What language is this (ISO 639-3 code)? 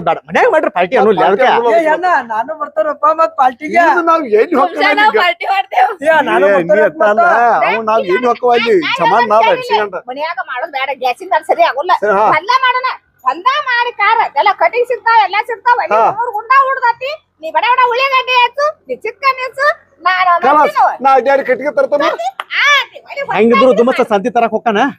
kan